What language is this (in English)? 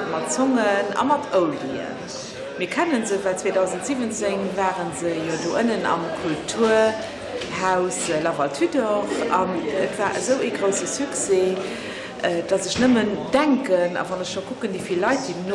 Luxembourgish